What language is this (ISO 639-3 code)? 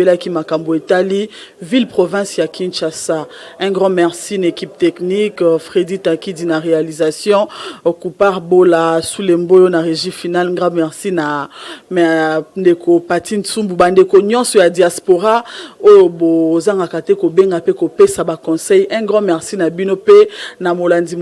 lin